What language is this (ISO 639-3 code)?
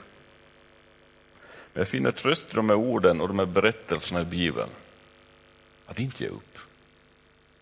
swe